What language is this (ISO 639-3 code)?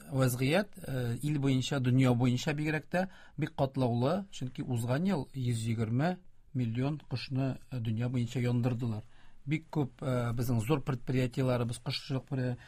tat